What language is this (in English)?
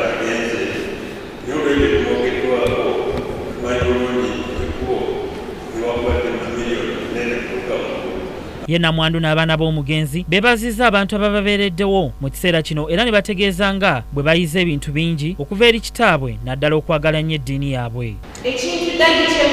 Ganda